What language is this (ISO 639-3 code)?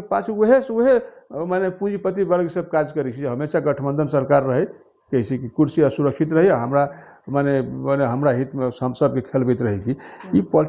mai